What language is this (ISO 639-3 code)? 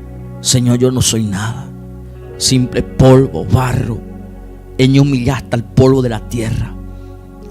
grn